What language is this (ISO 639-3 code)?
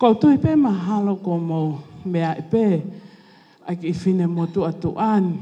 ton